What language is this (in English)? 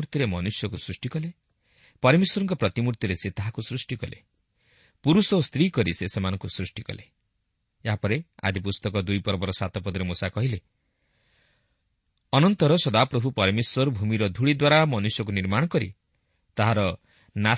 Odia